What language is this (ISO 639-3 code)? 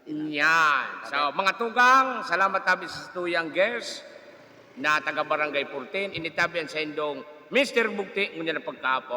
bik